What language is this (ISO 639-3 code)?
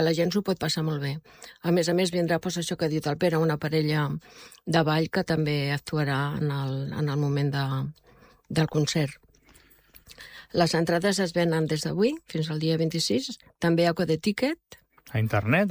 cat